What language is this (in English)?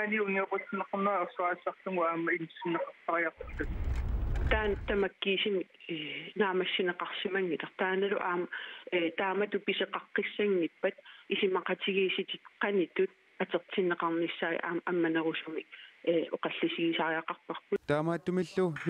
Kalaallisut